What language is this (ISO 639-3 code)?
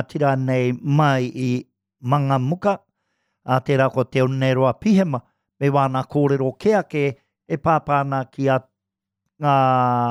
mri